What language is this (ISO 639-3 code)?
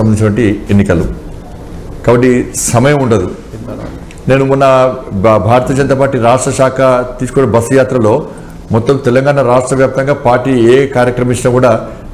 tel